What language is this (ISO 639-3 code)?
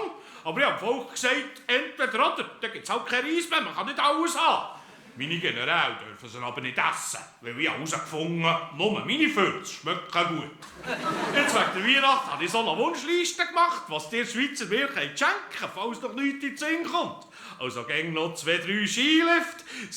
gsw